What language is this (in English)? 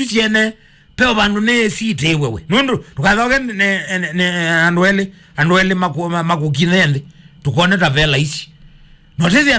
Kamba